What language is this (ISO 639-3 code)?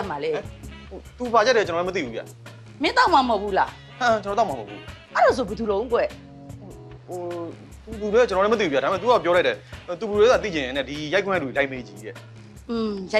mya